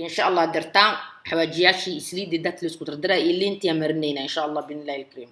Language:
Somali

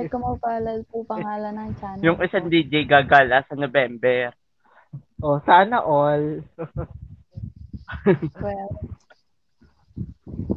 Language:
Filipino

